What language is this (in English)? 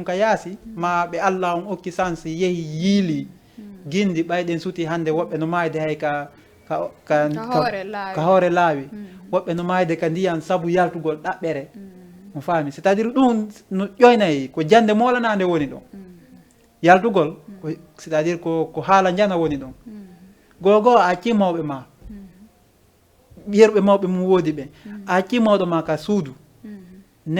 Fula